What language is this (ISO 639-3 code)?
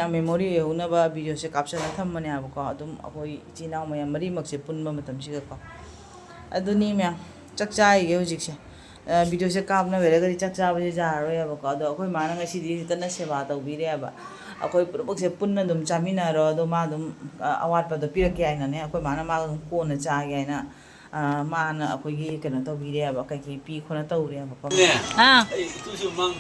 mni